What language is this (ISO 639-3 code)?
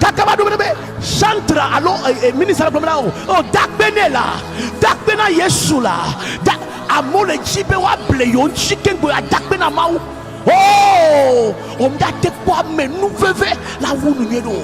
ewe